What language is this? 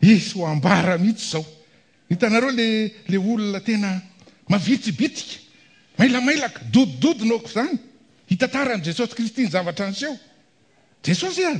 Malagasy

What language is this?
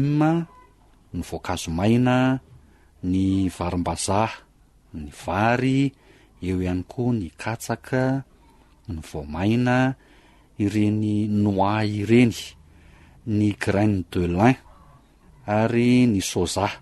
Malagasy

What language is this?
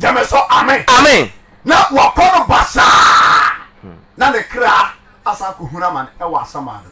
Akan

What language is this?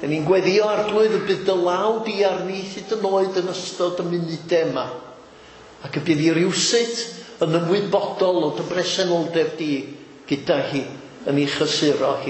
Welsh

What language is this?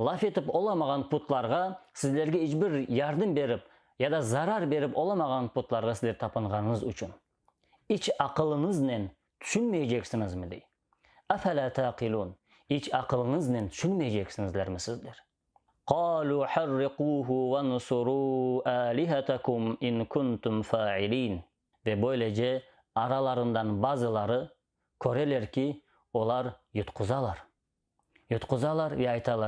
Crimean Tatar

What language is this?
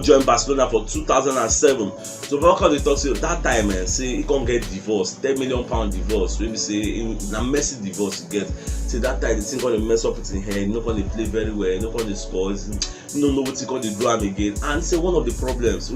Nigerian Pidgin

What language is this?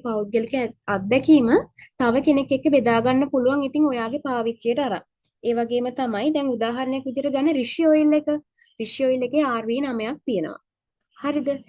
Sinhala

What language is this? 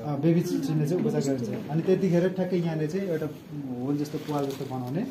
Nepali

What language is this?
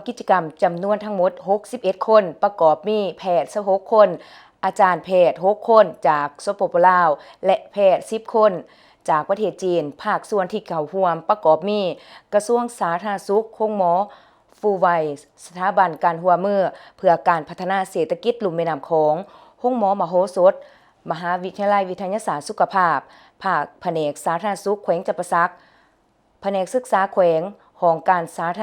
Lao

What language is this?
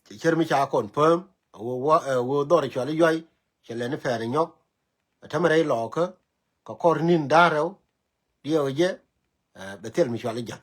Nuer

